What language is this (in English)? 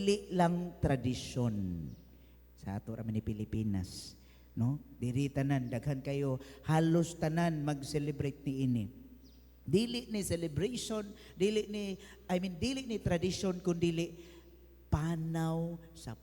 Cebuano